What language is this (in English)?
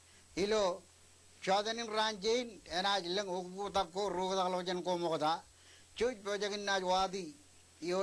Marshallese